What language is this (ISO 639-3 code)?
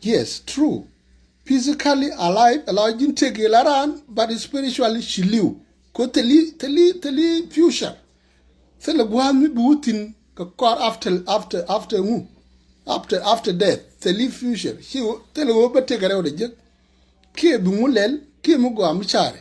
nus